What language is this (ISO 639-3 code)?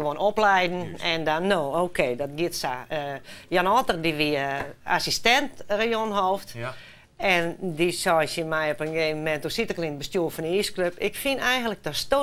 fry